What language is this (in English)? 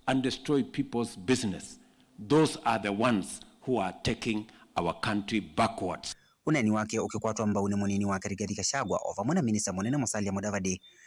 Kamba